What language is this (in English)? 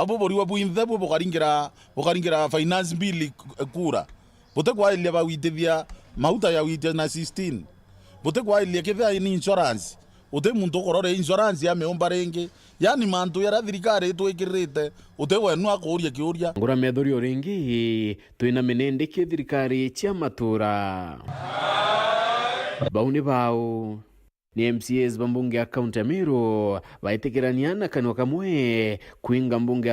Meru